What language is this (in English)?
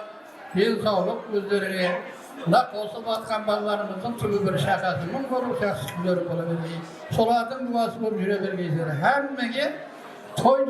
Kara-Kalpak